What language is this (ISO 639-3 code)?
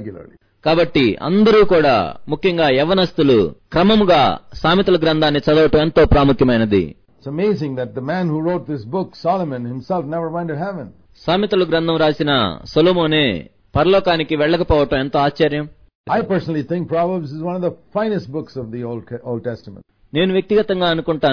tel